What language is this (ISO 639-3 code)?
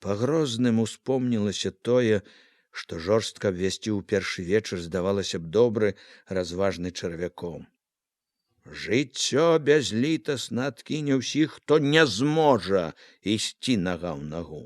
bel